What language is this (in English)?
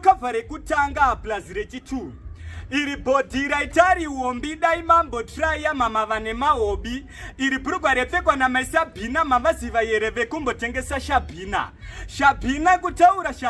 Shona